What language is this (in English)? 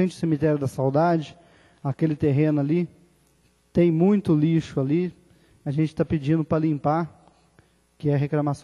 Portuguese